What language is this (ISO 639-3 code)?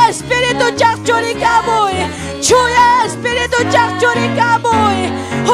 quy